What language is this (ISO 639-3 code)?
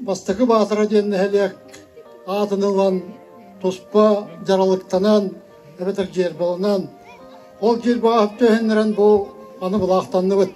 sah